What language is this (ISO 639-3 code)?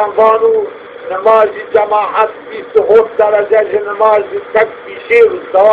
zza